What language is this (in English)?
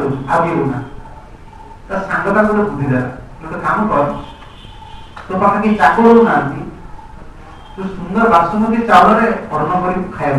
Odia